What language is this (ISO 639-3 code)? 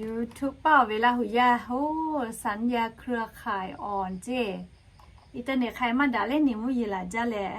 lhu